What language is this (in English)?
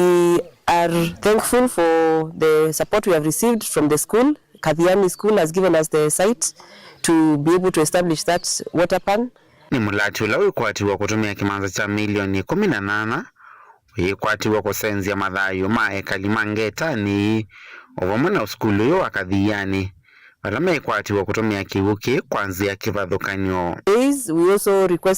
Kamba